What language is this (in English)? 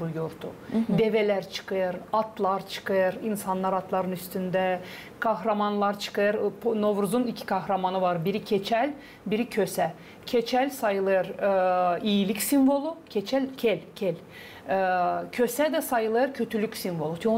Gagauz